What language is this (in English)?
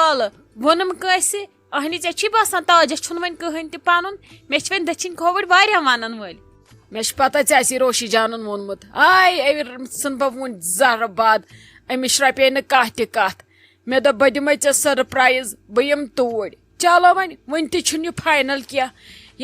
Kashmiri